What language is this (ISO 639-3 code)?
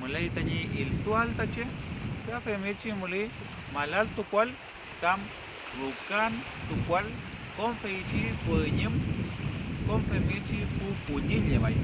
arn